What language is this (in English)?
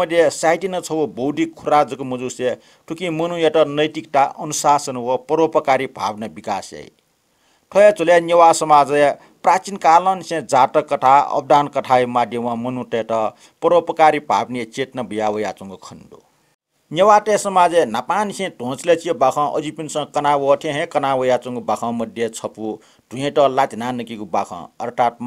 Newari